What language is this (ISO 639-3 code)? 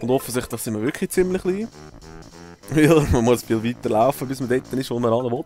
gsw